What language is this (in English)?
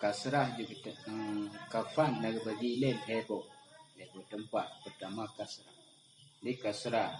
Achinese